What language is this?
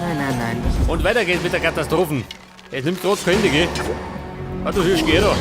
Bavarian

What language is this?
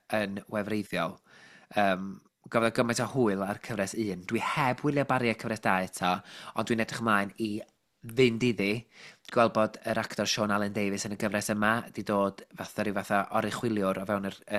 Welsh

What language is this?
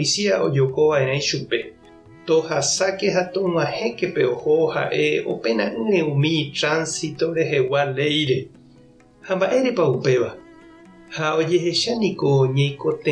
Guarani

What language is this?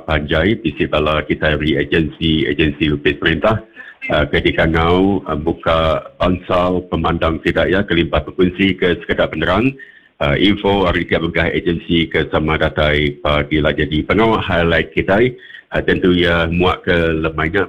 Iban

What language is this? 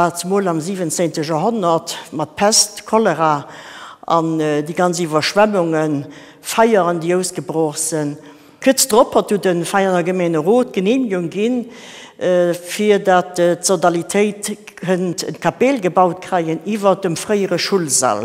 Luxembourgish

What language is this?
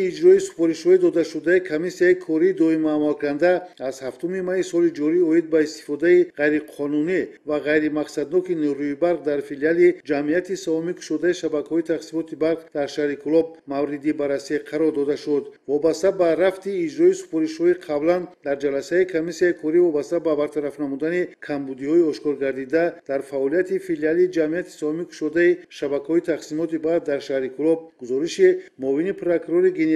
Tajik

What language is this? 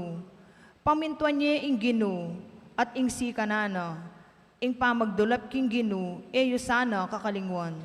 Pampanga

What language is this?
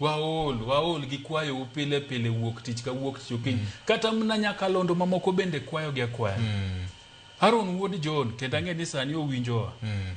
Luo (Kenya and Tanzania)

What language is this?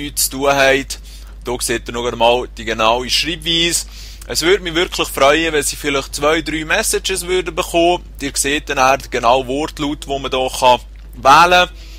Swiss German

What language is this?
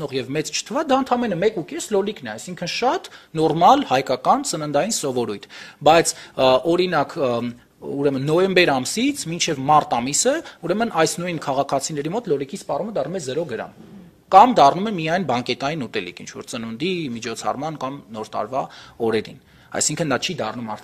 Armenian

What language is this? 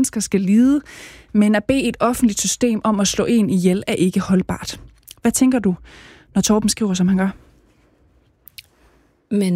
Danish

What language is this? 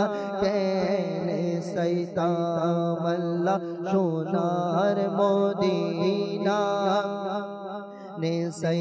Bangla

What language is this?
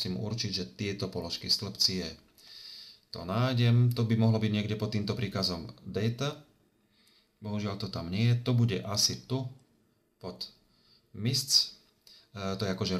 Slovak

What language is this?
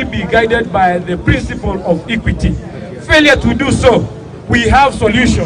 Gusii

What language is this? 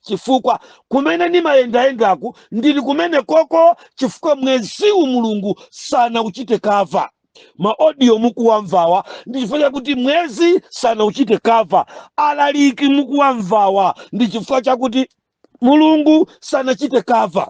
Nyanja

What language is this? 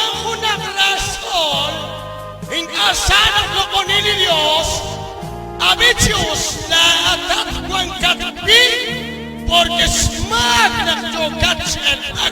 Kekchí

